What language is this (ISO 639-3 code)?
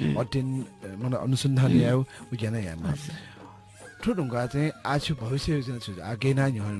new